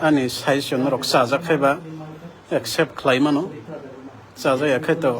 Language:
Kok Borok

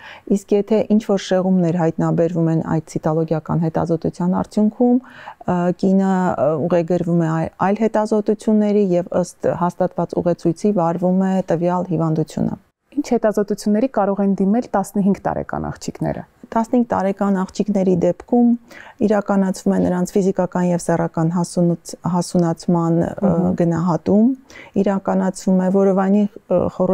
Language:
Armenian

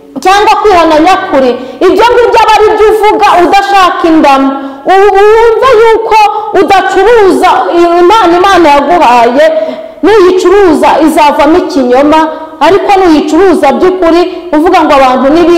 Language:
Kinyarwanda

